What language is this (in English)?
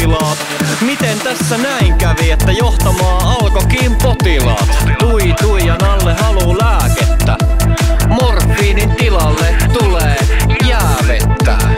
Finnish